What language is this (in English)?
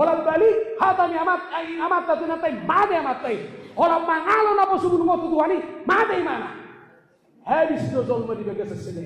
Batak Toba